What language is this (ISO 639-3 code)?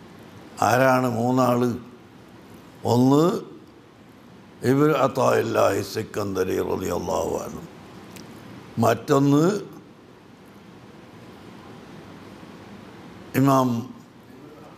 mal